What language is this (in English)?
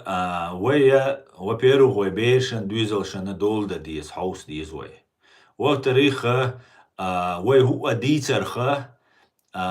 Chechen